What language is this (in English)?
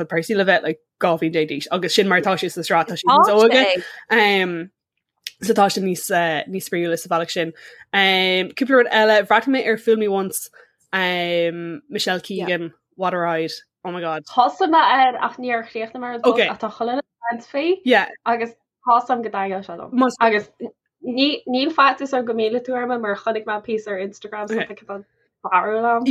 Irish